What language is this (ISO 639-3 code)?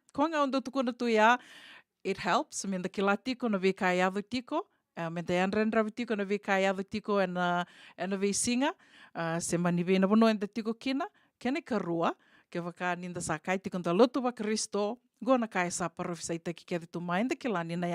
fij